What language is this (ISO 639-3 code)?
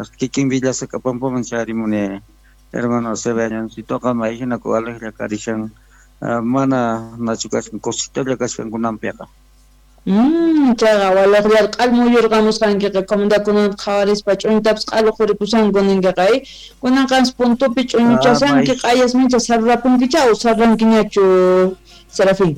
quh